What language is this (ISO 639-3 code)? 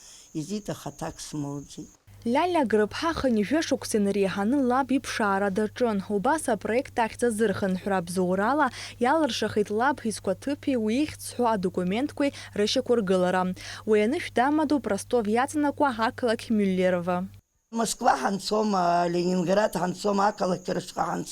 abk